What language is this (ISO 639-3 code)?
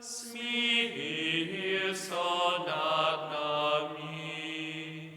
hsb